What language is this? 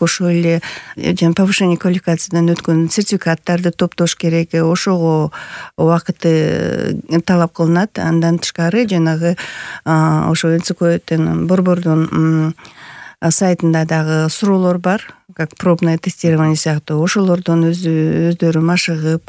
Kyrgyz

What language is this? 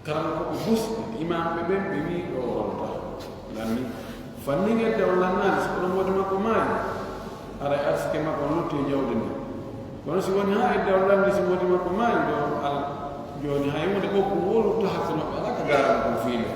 Pular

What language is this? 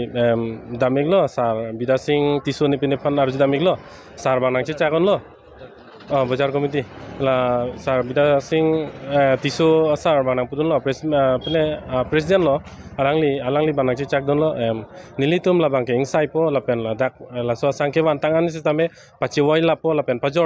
Karbi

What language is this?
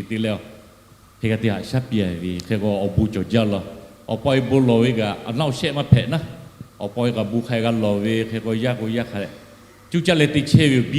Lahu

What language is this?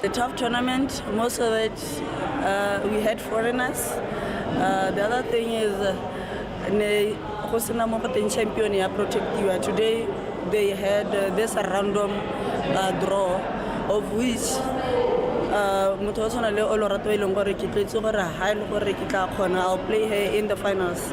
Tswana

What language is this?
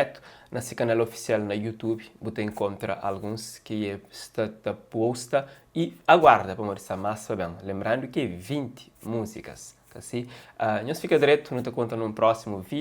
Kabuverdianu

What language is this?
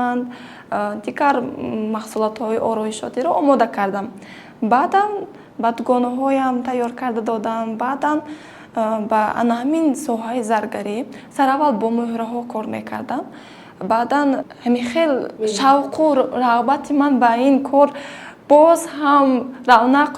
Tajik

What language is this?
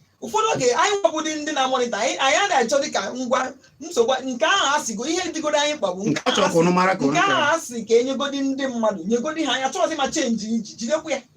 Igbo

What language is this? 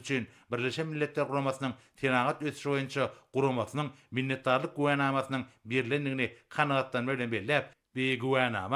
Turkmen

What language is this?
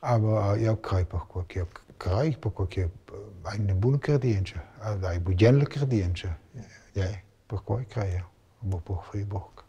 Romansh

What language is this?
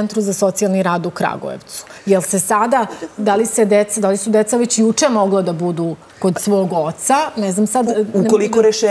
Serbian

